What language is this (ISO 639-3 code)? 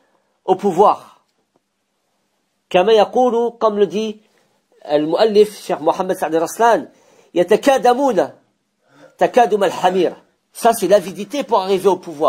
fra